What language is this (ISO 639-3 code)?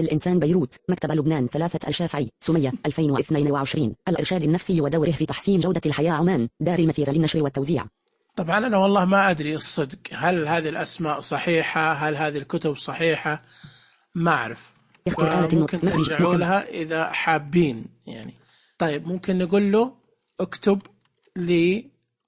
ars